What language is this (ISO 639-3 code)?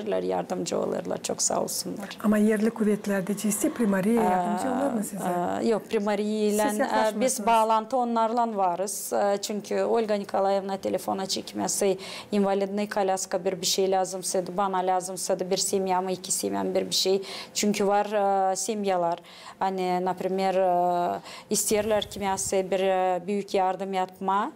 gag